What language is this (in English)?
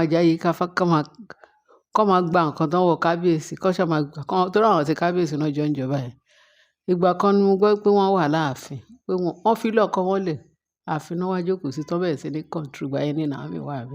Yoruba